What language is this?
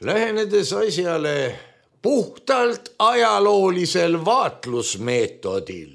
Estonian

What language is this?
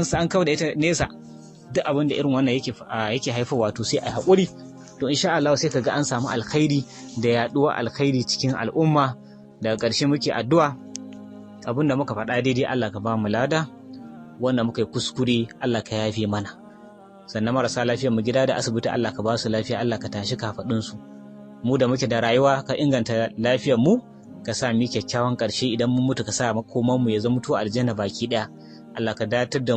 Hausa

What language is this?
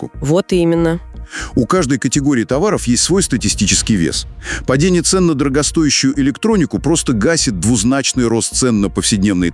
Russian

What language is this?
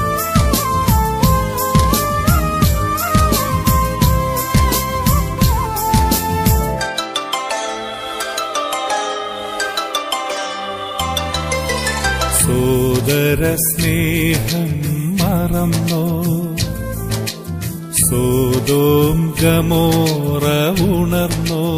Malayalam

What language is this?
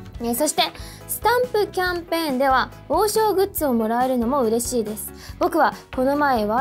Japanese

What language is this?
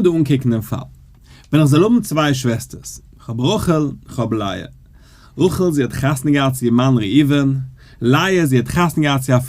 Yiddish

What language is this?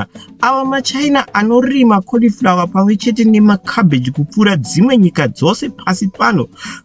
Shona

